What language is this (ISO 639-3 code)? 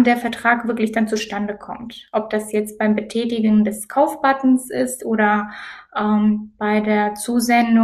deu